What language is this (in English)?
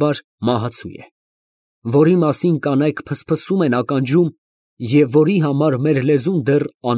Armenian